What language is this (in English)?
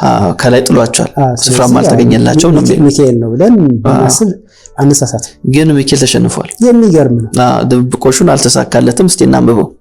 Amharic